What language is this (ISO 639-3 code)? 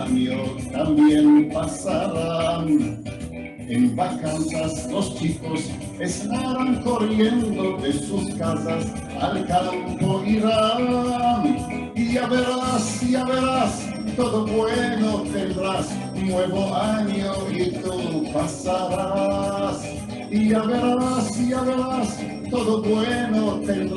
lad